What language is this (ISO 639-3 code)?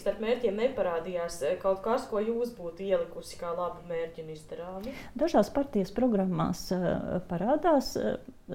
lav